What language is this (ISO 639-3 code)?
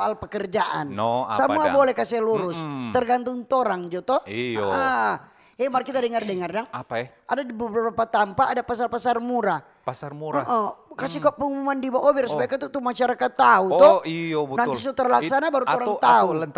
xmm